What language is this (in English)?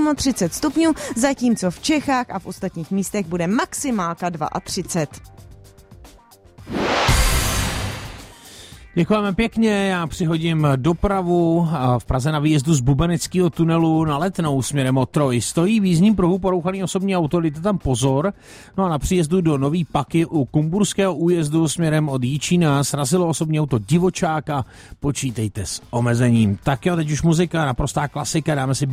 Czech